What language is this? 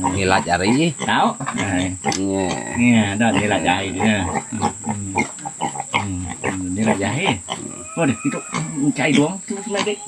Iban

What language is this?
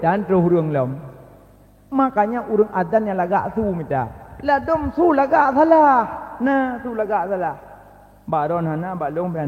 Achinese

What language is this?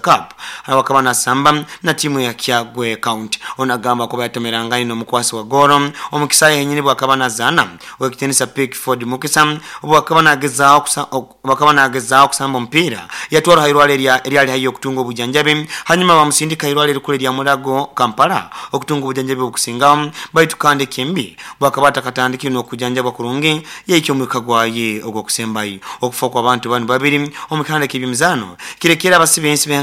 Nyoro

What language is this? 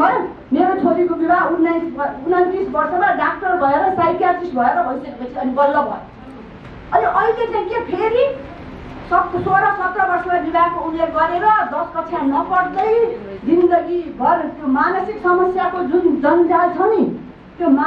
Nepali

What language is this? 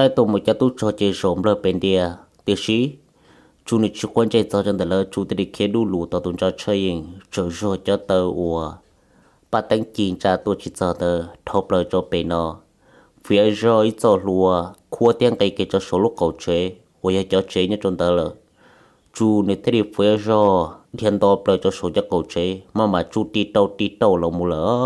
Hmong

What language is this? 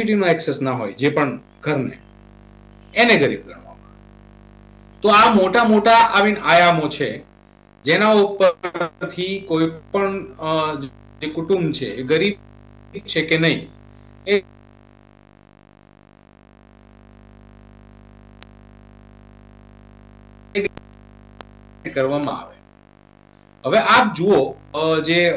Gujarati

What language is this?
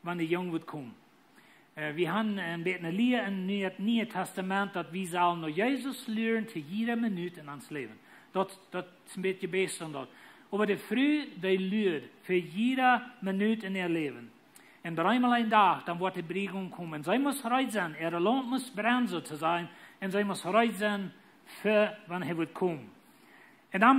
Plautdietsch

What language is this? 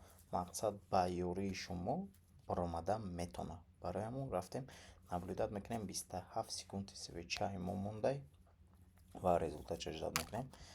Tajik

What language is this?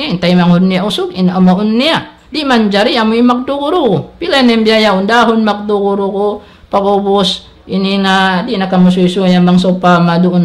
Tausug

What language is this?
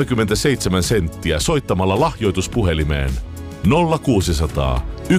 Finnish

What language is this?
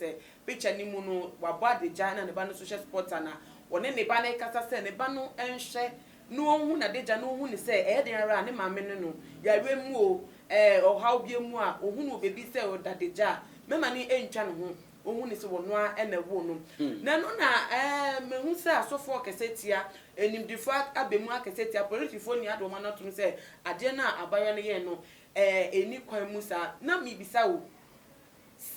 Akan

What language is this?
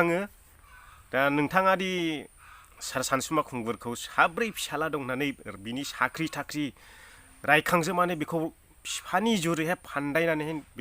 Bodo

